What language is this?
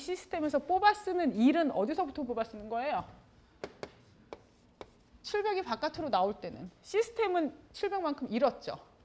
Korean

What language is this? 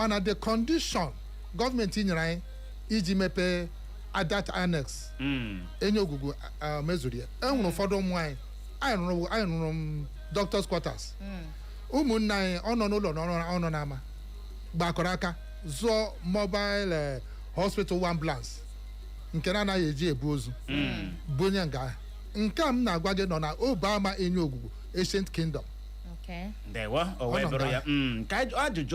Igbo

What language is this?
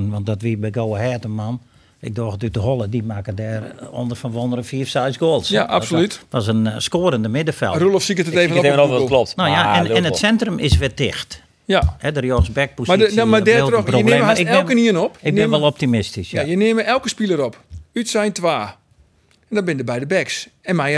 Western Frisian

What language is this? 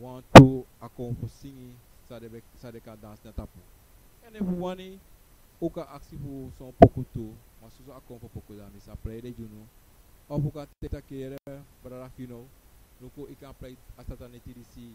Sranan Tongo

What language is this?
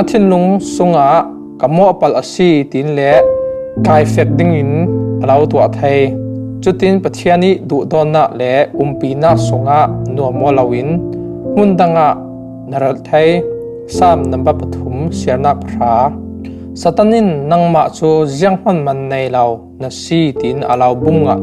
Falam Chin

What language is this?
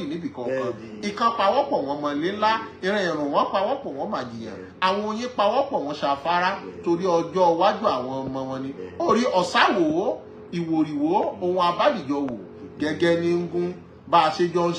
Yoruba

